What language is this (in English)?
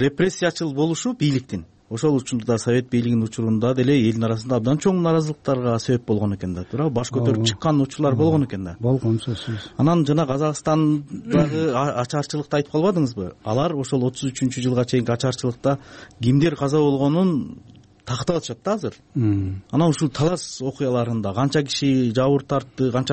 Kyrgyz